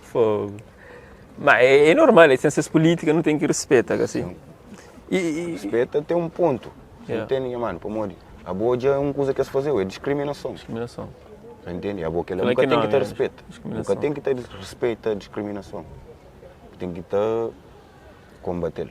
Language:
Kabuverdianu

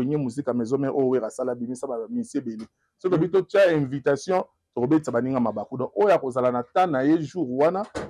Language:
Lingala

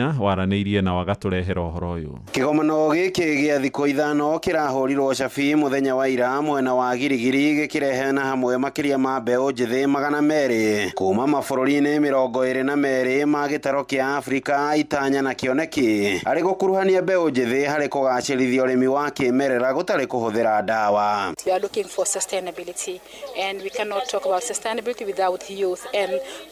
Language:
Kikuyu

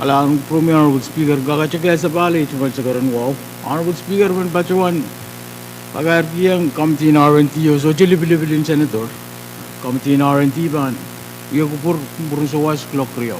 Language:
Pohnpeian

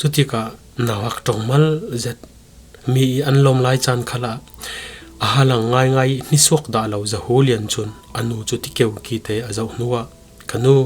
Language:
Falam Chin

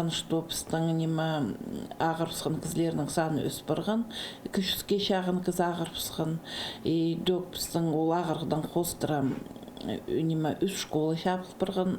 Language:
Khakas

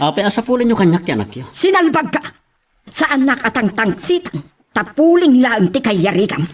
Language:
Iloko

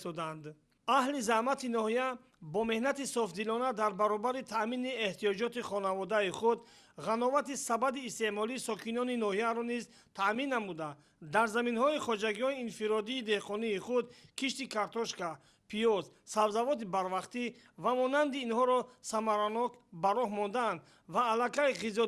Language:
Tajik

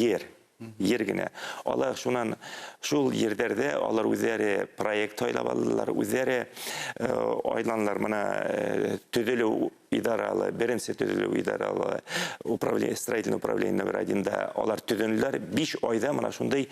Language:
Bashkir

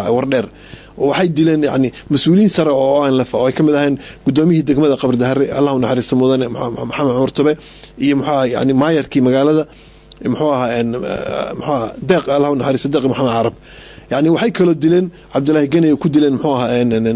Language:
Somali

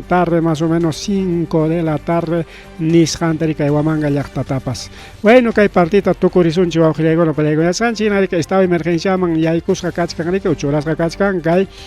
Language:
Ayacucho Quechua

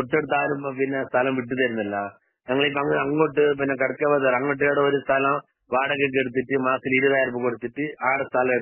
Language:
Malayalam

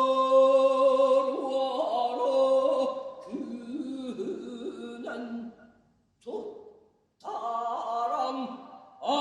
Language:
Yakut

